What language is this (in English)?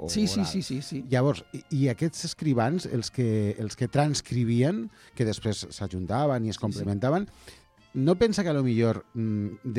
Catalan